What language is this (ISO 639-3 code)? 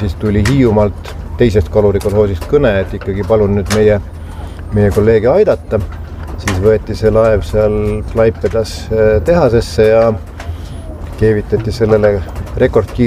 est